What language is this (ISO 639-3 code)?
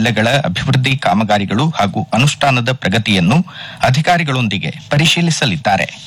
kan